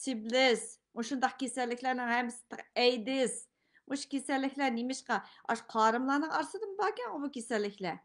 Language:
Uyghur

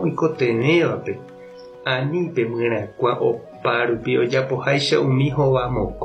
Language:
Guarani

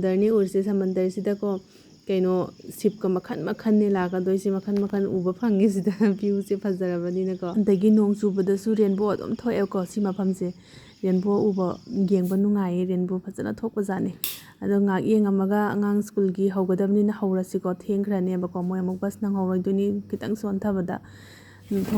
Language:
Manipuri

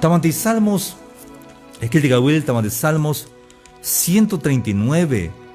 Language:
Tzeltal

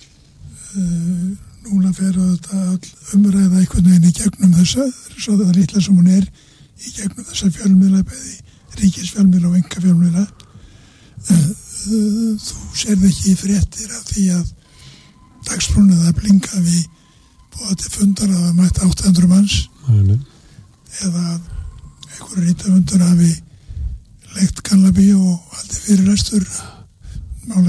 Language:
Icelandic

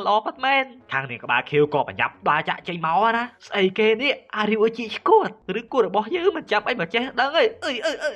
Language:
Khmer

